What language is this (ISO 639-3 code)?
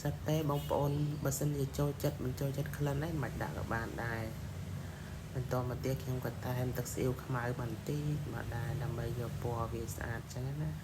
khm